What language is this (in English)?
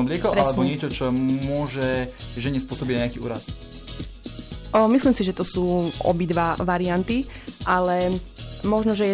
Slovak